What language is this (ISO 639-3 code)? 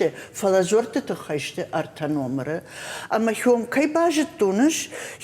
oss